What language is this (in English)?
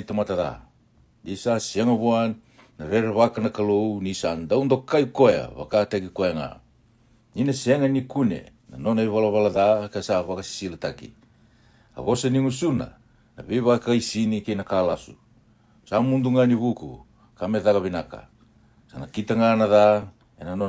Fijian